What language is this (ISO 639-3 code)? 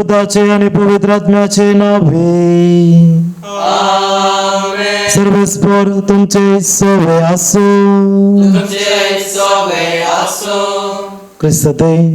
kok